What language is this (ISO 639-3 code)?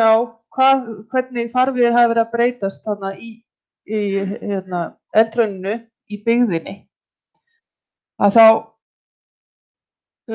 isl